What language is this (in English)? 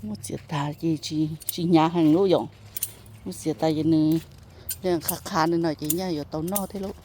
Hmong